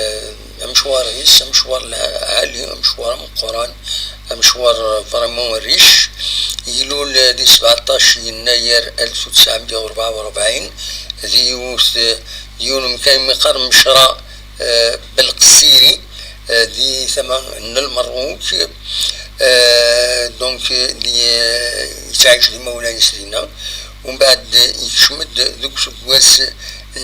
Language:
Kabyle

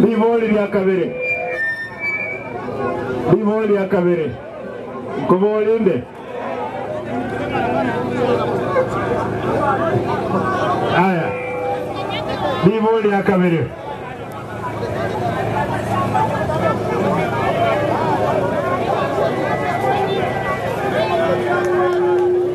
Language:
Gusii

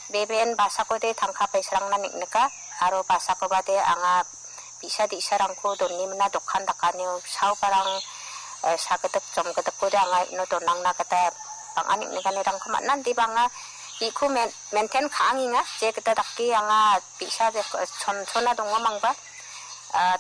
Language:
Garo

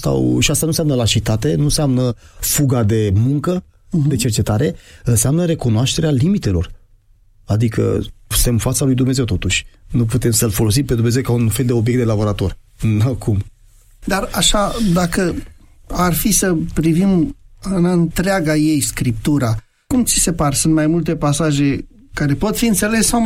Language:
Romanian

